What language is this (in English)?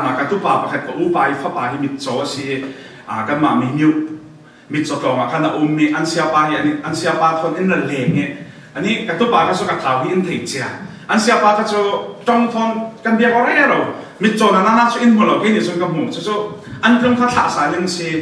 Falam Chin